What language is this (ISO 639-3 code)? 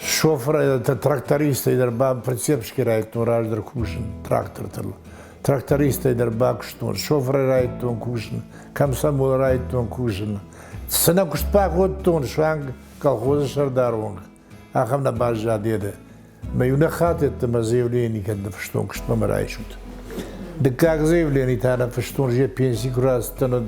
oss